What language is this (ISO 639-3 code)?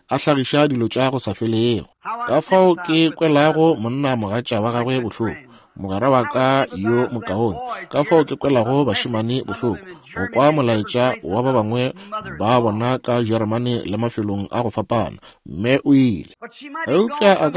nso